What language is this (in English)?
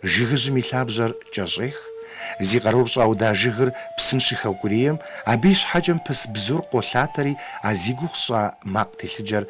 Kabardian